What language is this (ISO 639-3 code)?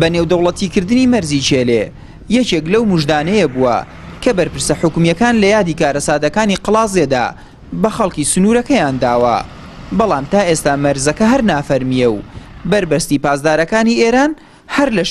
ckb